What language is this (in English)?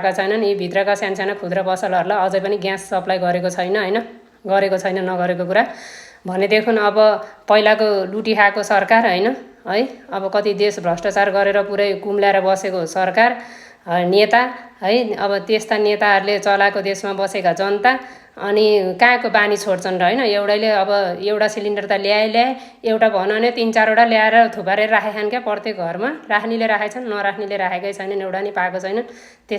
Nepali